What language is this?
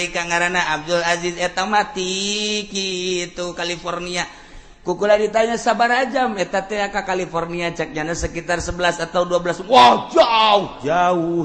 Sundanese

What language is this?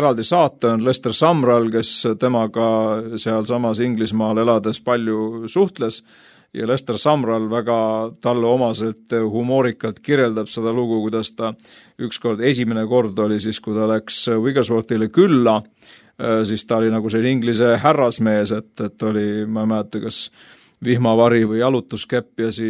Estonian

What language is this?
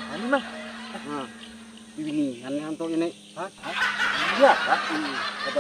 Banjar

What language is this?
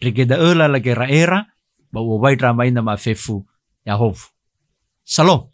Nias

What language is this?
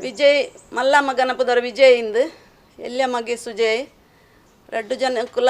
Tulu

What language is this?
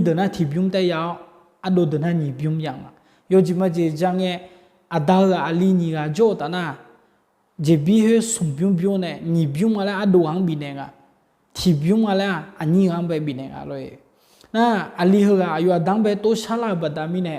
Akha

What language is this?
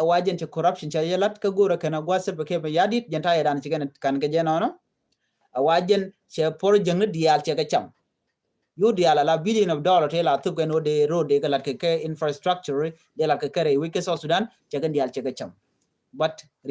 Nuer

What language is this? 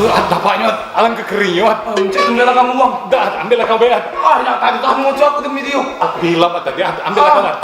Musi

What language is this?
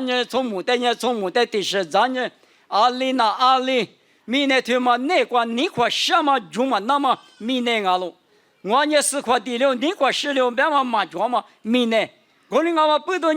Lisu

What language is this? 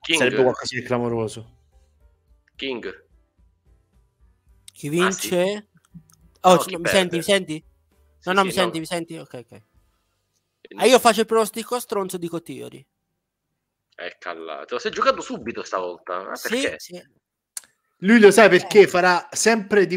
Italian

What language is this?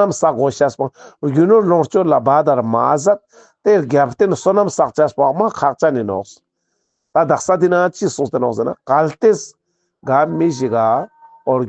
Ladakhi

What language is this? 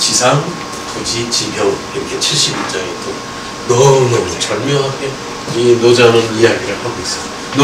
Korean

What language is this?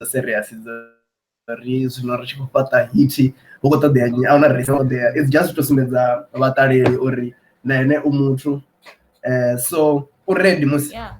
Venda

